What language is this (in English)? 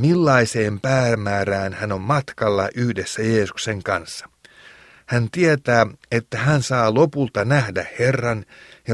Finnish